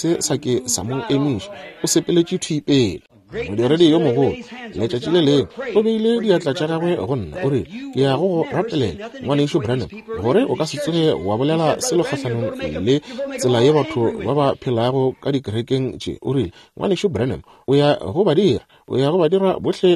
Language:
Northern Sotho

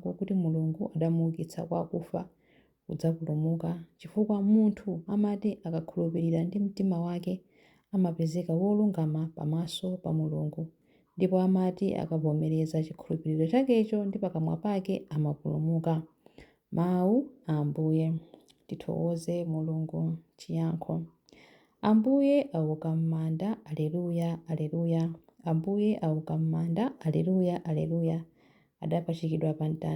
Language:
Nyanja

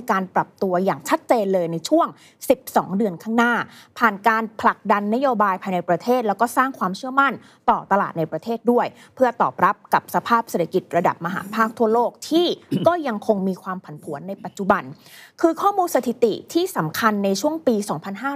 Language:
Thai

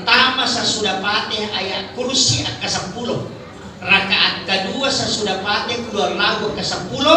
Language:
Buginese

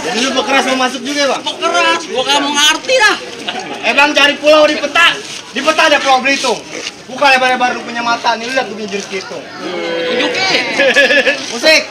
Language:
Betawi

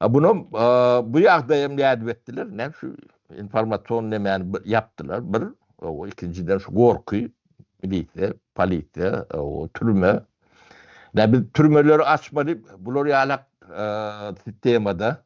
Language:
Turkmen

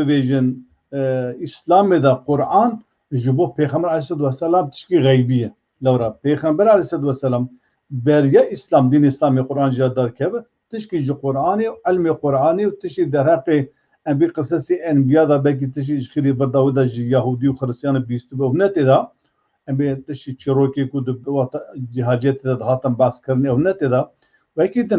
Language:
Kurdish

